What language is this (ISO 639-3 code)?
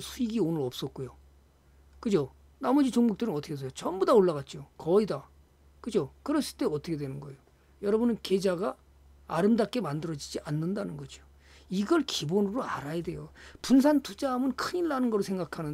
kor